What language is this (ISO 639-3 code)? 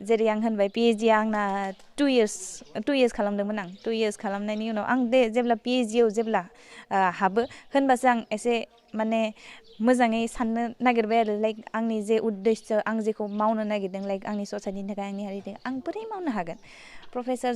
brx